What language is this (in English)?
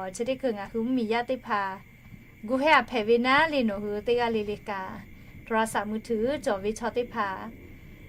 Lahu